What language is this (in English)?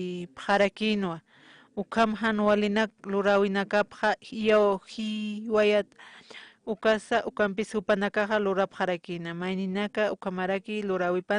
Aymara